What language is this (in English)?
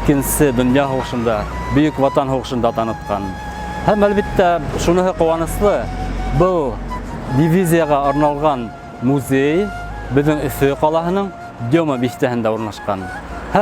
Bashkir